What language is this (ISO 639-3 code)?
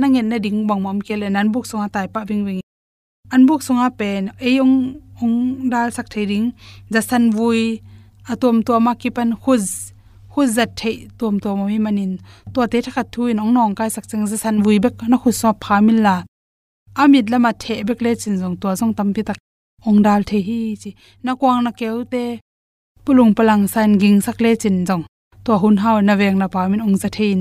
ctd